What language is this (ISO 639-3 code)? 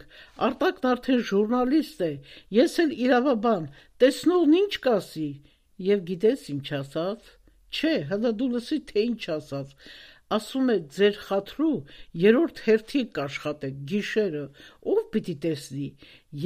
hye